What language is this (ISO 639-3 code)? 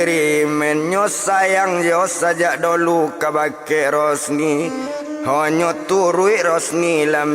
min